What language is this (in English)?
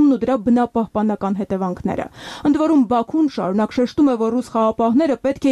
Armenian